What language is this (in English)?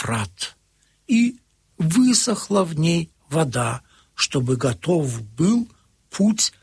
Russian